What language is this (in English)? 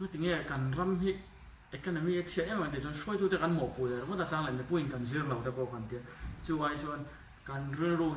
Mizo